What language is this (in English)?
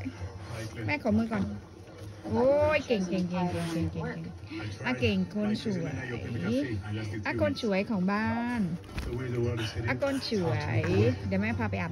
Thai